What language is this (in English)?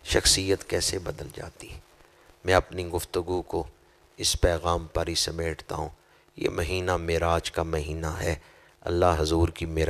Urdu